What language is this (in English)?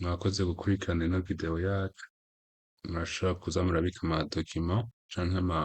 Rundi